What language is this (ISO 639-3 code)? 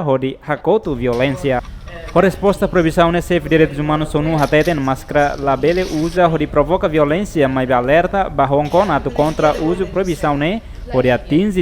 tet